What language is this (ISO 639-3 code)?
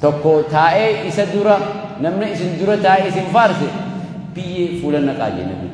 orm